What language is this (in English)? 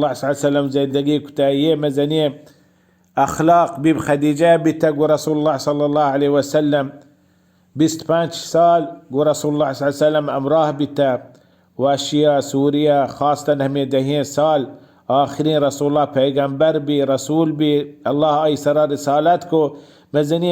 Baluchi